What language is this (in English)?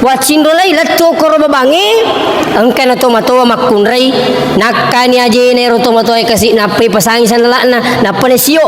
Buginese